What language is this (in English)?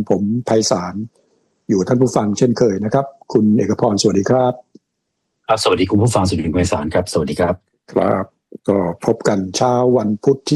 Thai